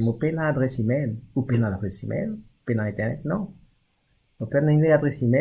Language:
Morisyen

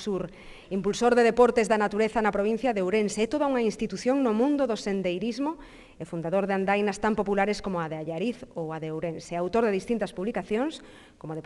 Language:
Galician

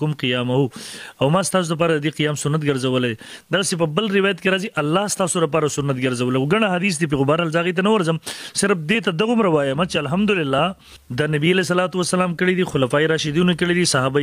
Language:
Pashto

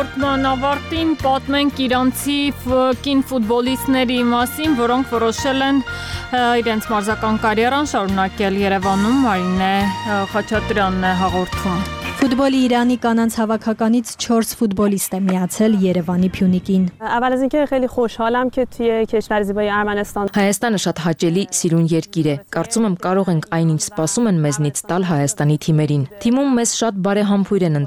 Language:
Armenian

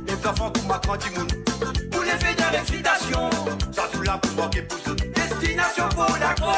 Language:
Morisyen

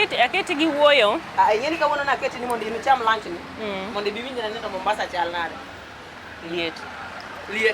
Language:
Luo (Kenya and Tanzania)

